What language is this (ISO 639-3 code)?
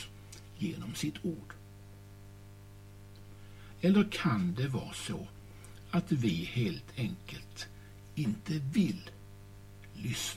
swe